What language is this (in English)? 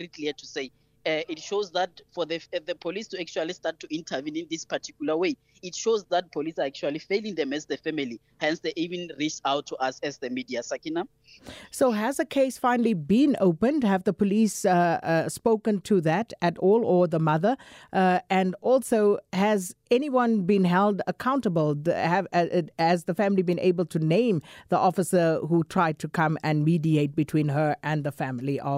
English